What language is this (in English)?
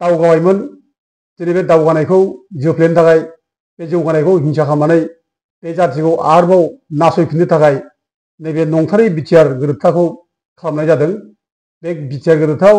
Bodo